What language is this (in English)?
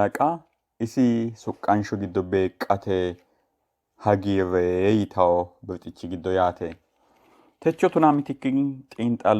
Sidamo